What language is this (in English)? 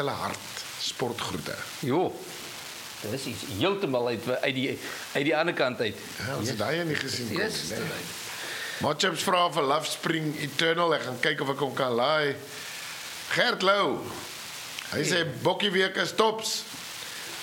Afrikaans